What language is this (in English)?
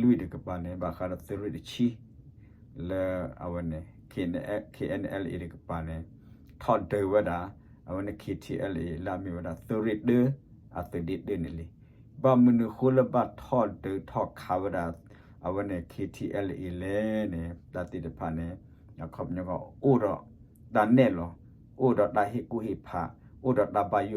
S'gaw Karen